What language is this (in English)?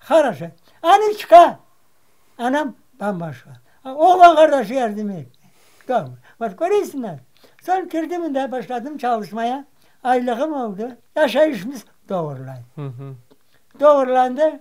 Crimean Tatar